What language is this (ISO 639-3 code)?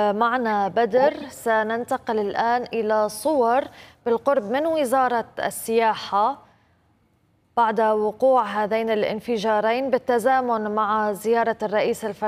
ara